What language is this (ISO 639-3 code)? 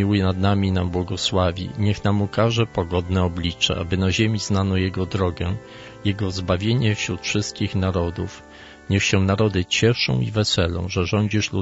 pol